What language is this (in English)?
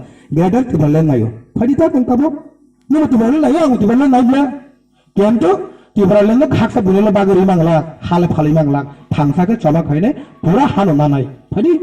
Kok Borok